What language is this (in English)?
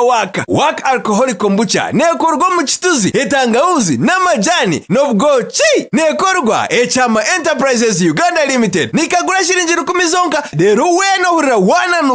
Nyankole